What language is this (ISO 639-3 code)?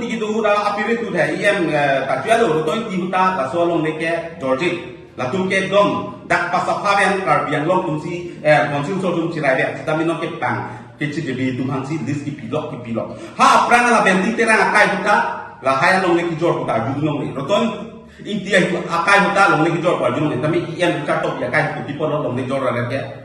mjw